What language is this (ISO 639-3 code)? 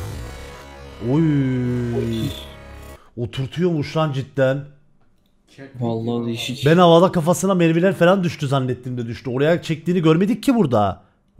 tur